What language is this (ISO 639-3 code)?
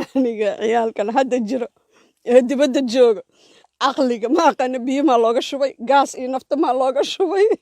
som